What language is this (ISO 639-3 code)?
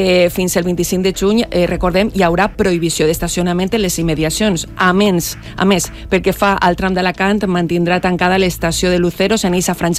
cat